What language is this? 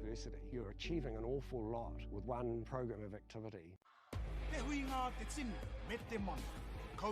Māori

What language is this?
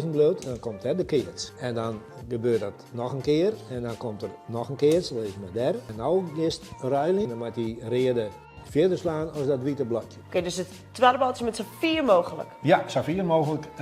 Western Frisian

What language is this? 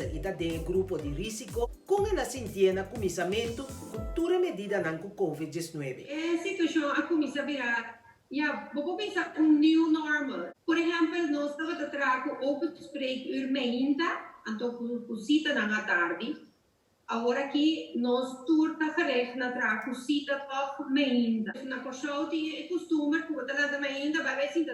Papiamento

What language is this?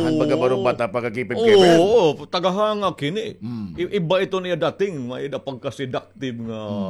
Waray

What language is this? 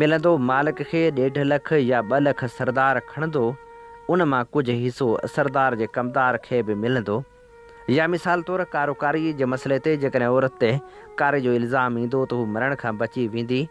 Sindhi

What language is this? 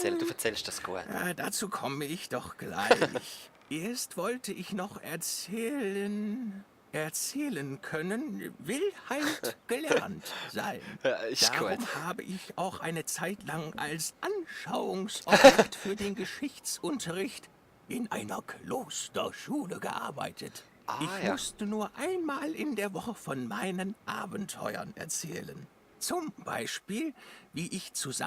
Swiss German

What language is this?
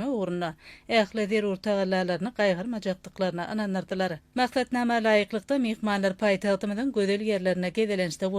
Turkmen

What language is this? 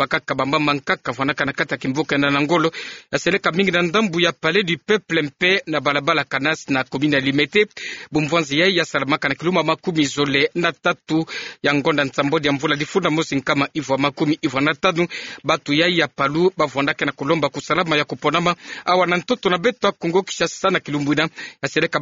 Kituba (Democratic Republic of Congo)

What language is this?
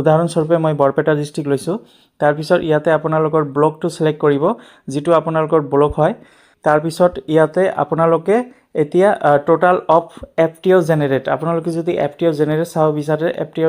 Assamese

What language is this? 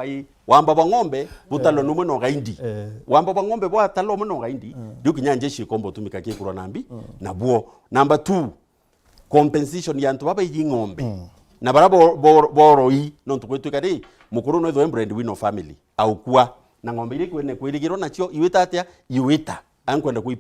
Meru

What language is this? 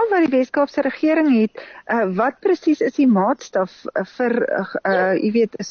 Afrikaans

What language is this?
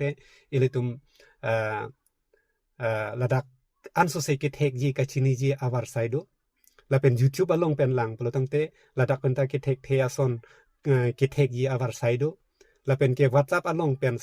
Karbi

